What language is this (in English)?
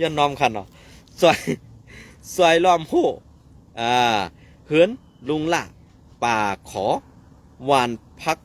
Shan